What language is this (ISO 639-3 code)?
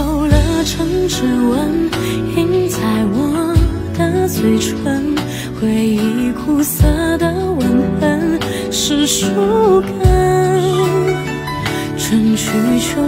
zho